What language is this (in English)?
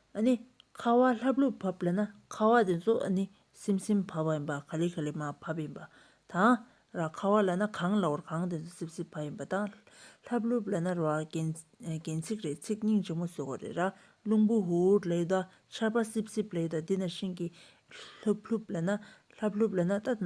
Tibetan